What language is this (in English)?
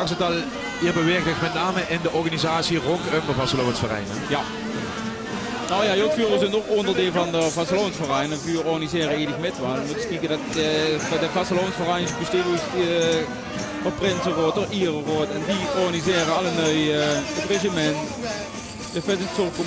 Limburgish